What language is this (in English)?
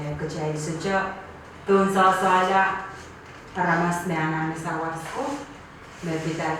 Pohnpeian